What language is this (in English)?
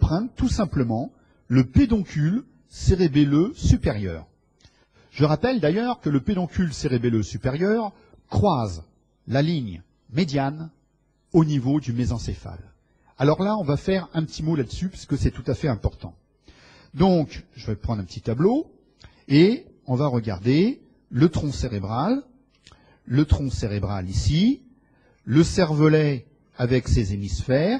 French